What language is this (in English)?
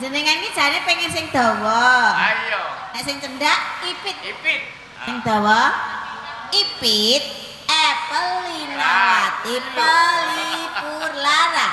Javanese